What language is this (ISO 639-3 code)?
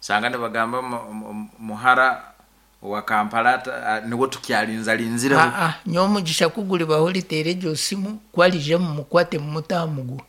nyn